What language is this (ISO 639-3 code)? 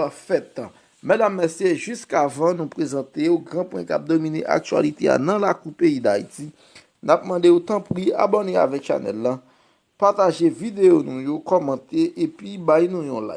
hat